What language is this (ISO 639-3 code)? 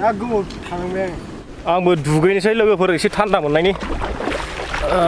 brx